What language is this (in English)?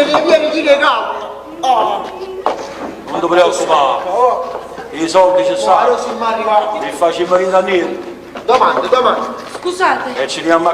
Neapolitan